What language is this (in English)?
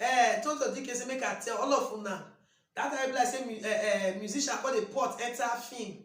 Nigerian Pidgin